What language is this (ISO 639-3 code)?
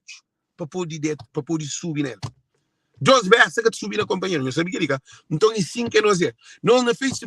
kea